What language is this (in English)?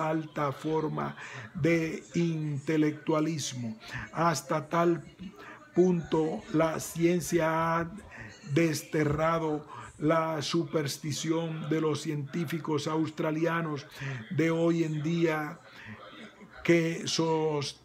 Spanish